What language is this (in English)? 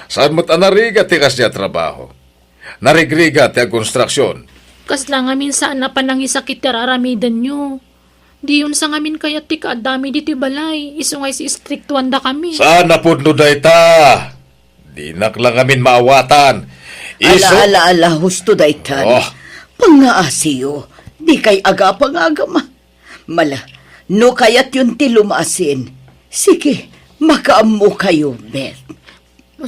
Iloko